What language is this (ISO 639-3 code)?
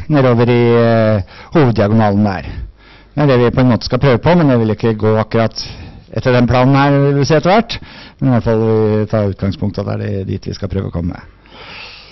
nor